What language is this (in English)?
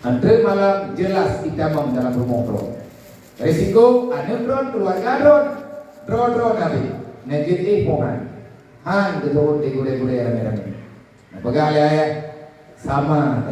Achinese